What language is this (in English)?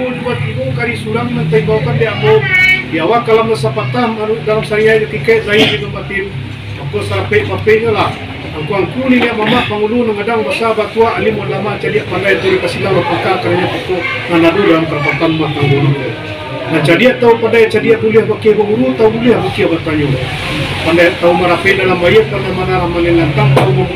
Minangkabau